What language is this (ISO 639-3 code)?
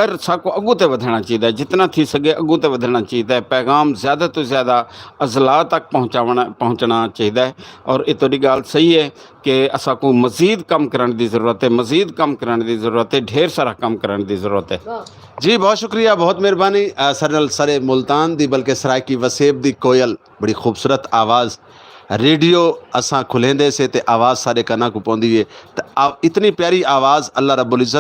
skr